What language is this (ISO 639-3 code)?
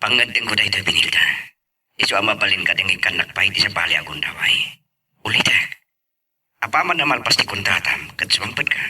ilo